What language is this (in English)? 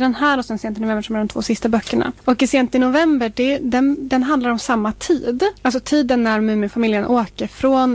Swedish